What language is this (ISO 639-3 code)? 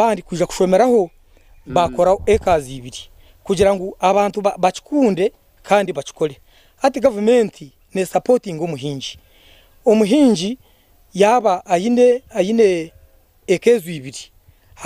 nyn